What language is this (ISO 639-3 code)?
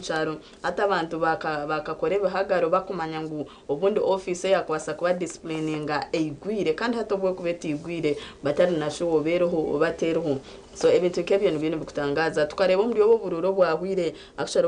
nyn